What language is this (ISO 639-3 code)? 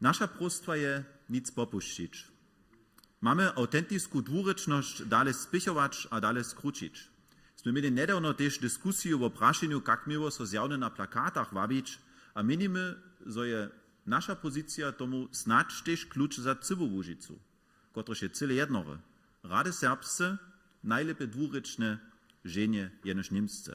hsb